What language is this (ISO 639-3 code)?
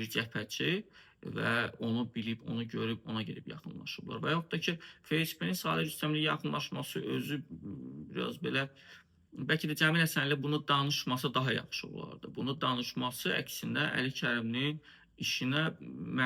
aze